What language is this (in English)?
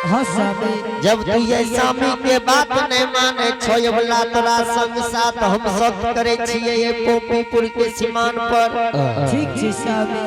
Angika